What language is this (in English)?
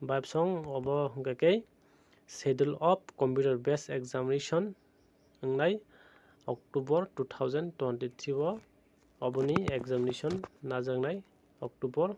Kok Borok